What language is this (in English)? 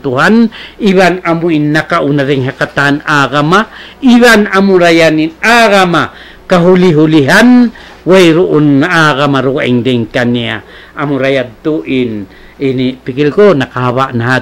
Tausug